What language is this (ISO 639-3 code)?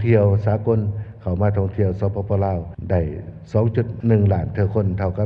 lao